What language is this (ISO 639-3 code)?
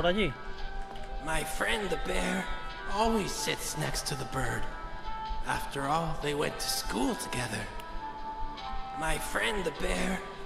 spa